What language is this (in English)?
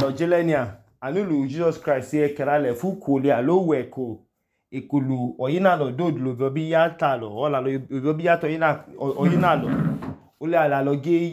Idoma